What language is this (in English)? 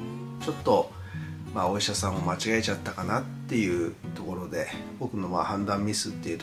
Japanese